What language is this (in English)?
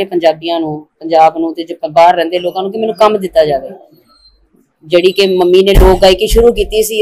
Punjabi